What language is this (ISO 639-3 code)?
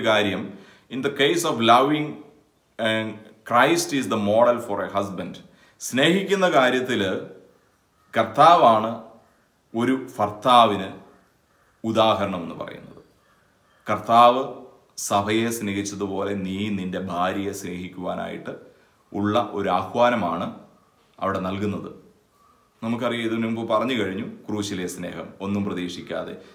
mal